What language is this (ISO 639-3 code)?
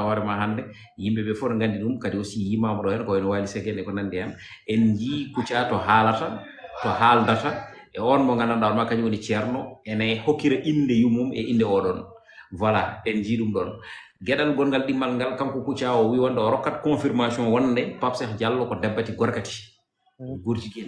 ful